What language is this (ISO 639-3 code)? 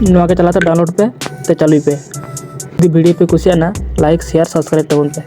sat